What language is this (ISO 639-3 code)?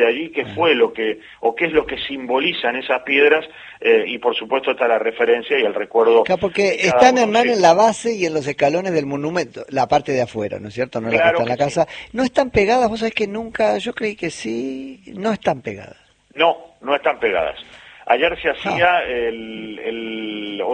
spa